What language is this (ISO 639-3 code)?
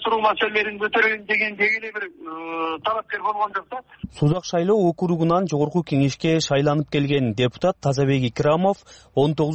kir